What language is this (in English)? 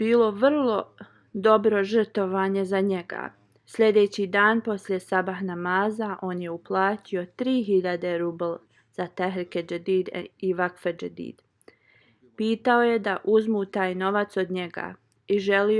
Bosnian